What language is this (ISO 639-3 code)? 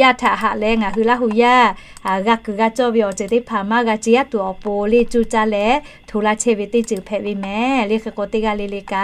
lhu